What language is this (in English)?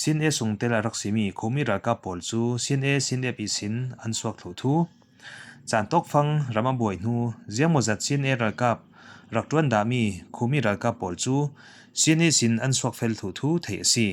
Falam Chin